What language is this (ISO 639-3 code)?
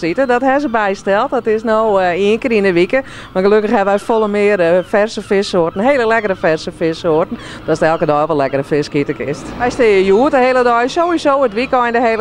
fry